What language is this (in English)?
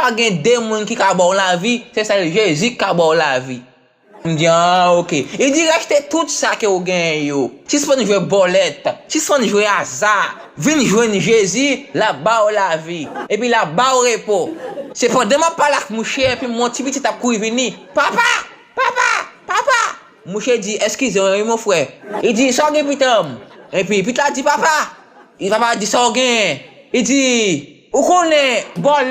Haitian Creole